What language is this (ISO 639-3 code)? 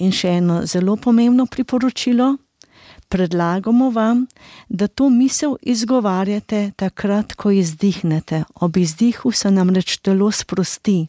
slv